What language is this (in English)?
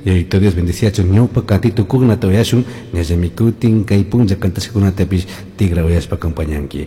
Chimborazo Highland Quichua